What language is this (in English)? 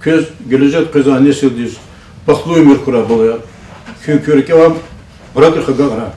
Lezghian